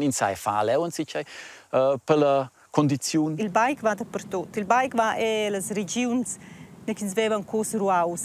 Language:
Romansh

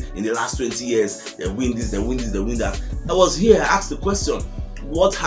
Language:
Nigerian Pidgin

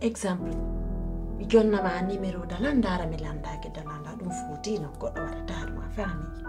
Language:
Pular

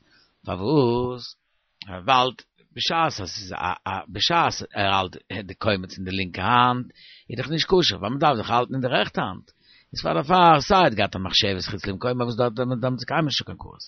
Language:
Yiddish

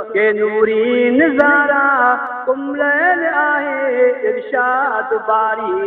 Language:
Sindhi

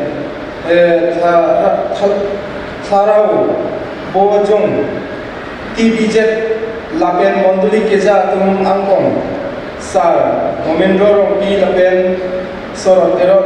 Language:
Karbi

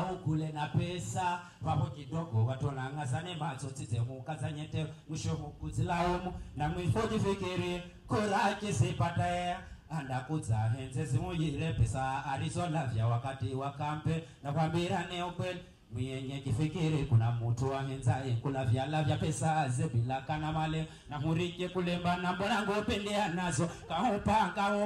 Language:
Swahili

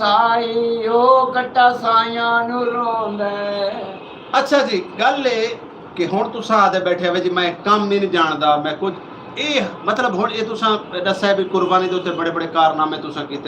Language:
Saraiki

